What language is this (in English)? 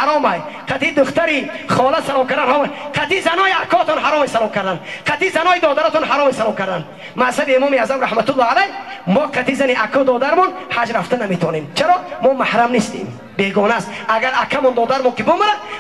Tajik